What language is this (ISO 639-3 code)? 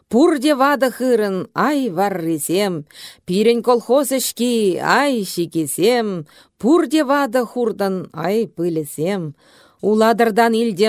chv